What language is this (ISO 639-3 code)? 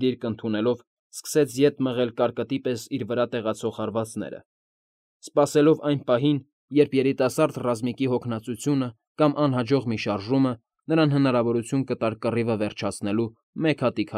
hye